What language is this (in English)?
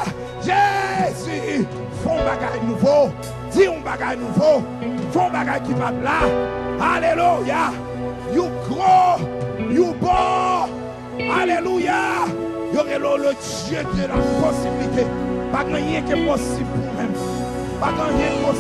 Haitian Creole